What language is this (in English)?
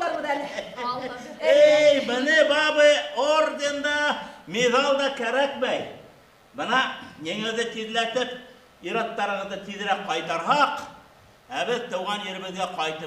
Bashkir